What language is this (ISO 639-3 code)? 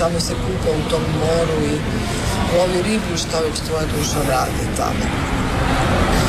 hrv